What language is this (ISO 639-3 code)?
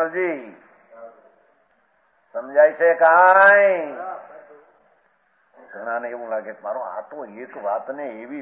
guj